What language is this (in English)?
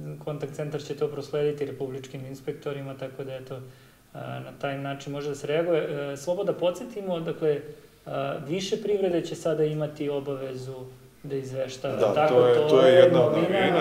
Serbian